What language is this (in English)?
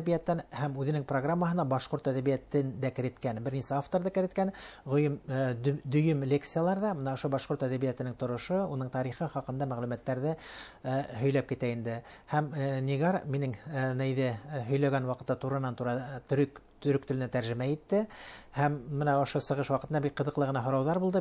Bashkir